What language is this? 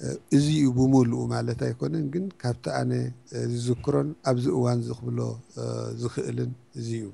Tigrinya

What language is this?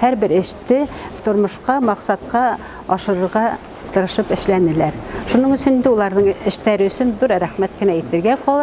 Bashkir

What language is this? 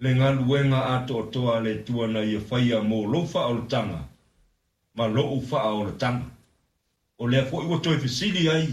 Samoan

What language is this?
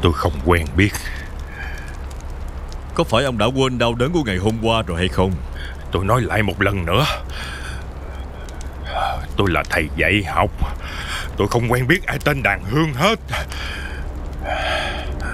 Vietnamese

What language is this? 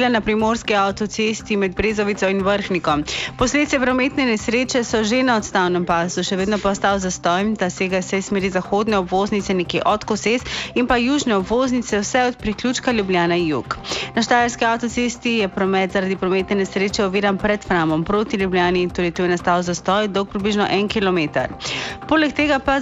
Slovenian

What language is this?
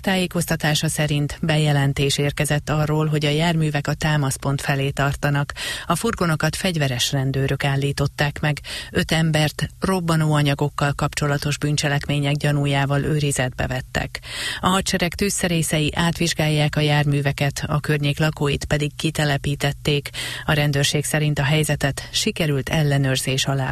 Hungarian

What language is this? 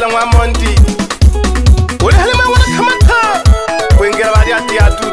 Swahili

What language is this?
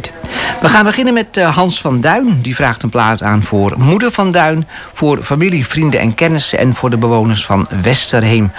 Dutch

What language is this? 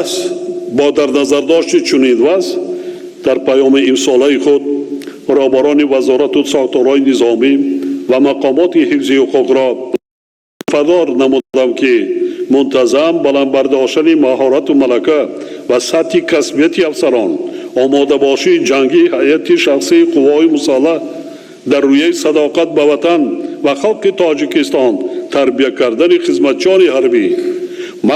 Tajik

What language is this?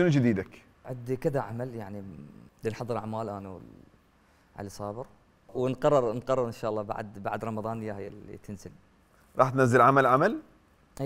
Mesopotamian Arabic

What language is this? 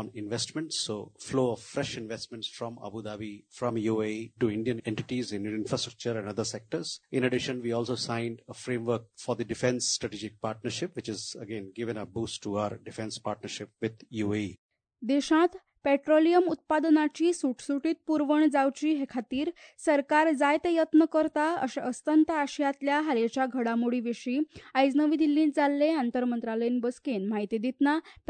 Konkani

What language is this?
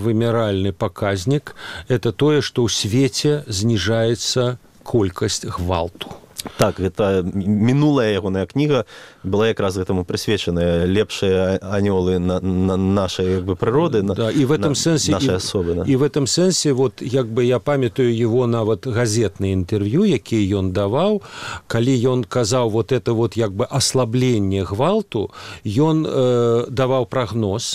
Belarusian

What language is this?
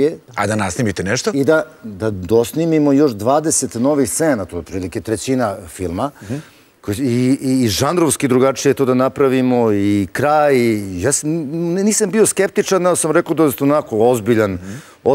Serbian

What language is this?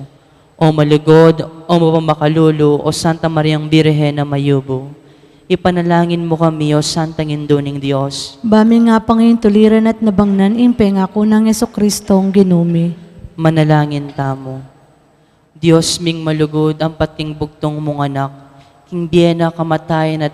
Pampanga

